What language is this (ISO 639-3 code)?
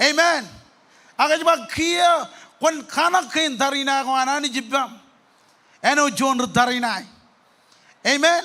mah